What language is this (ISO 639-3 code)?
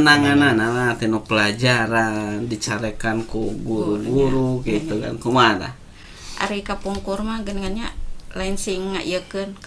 sun